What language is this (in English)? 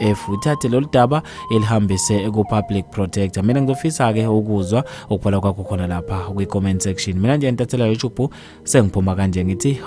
Zulu